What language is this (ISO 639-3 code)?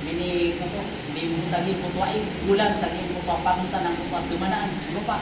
mrw